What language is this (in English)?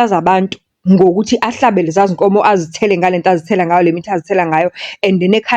Zulu